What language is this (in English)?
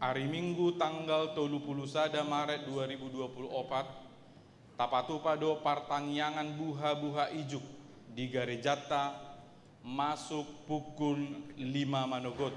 Batak Toba